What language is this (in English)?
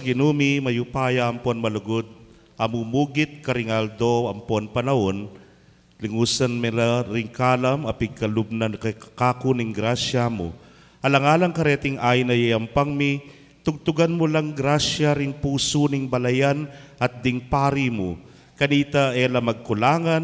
Pampanga